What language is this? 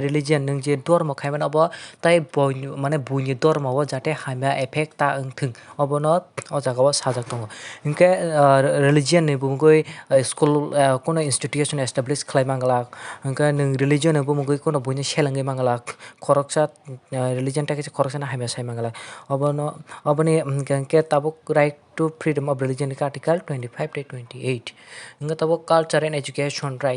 Kok Borok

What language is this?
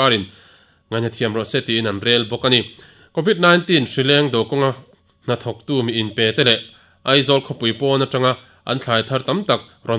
Mizo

